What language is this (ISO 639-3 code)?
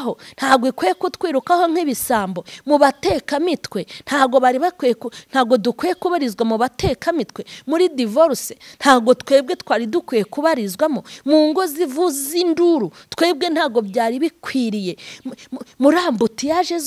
kin